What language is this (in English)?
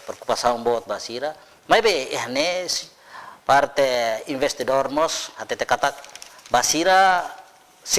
Tetum